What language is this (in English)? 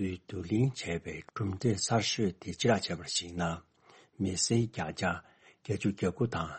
Tibetan